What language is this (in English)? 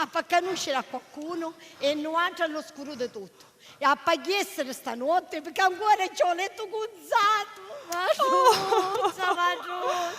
Sicilian